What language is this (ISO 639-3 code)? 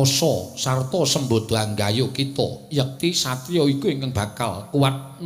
jav